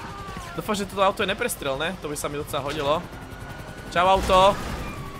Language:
Slovak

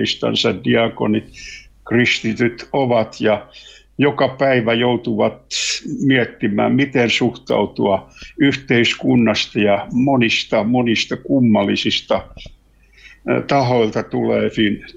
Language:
Finnish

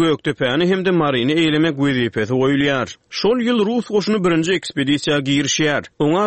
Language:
Turkmen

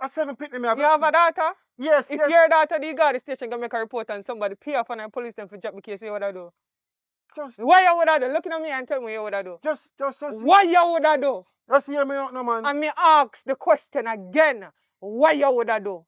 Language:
Jamaican Creole English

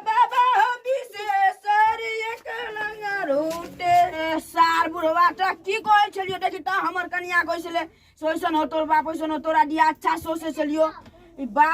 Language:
Maithili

